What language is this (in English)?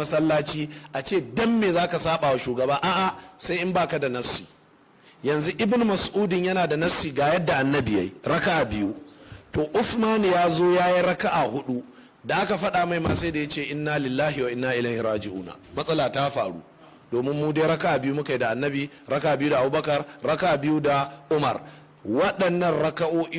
Hausa